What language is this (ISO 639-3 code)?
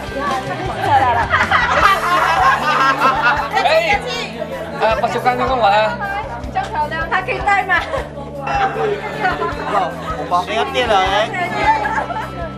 zho